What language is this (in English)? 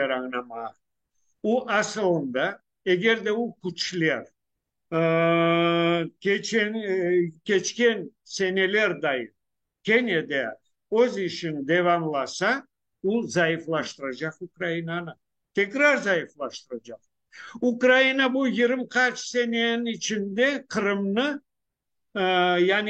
Crimean Tatar